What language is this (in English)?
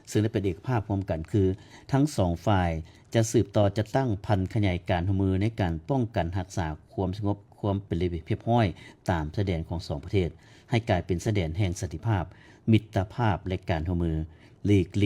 Lao